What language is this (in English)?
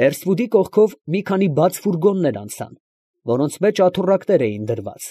Armenian